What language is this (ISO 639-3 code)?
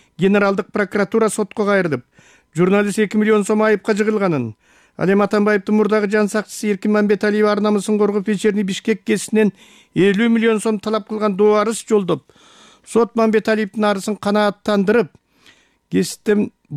kir